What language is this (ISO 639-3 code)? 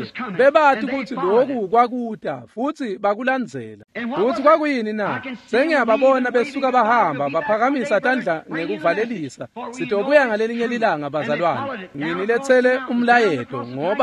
ssw